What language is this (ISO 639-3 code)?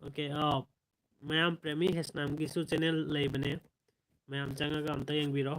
mni